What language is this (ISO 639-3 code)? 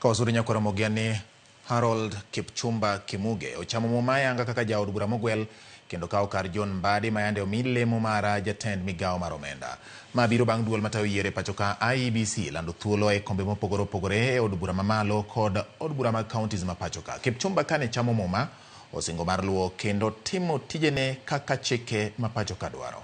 luo